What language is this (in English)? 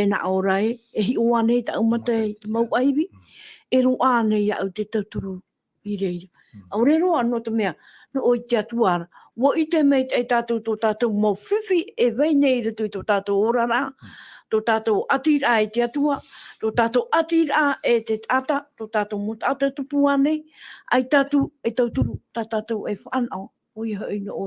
Tahitian